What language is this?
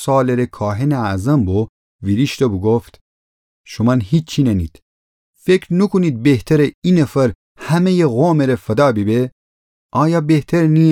Gilaki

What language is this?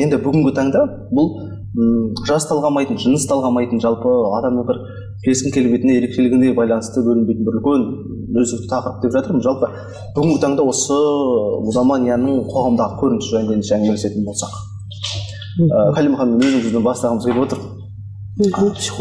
Kazakh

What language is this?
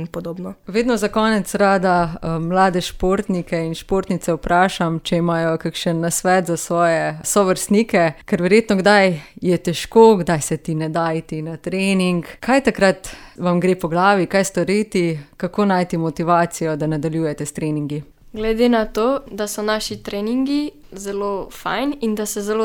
Slovenian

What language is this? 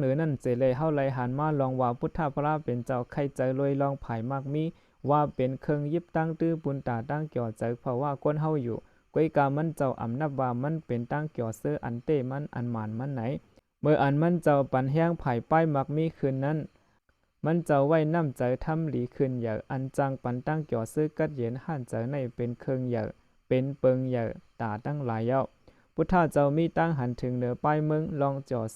Shan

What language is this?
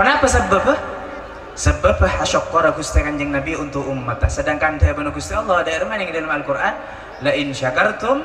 Madurese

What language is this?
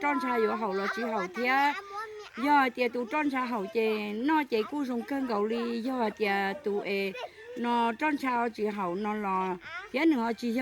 Hmong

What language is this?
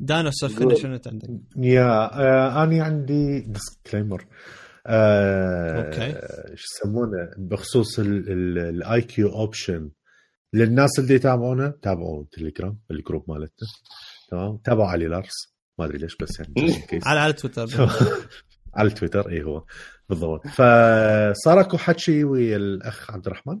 Mesopotamian Arabic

